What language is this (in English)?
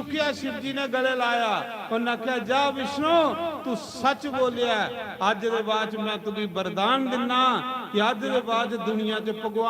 Dogri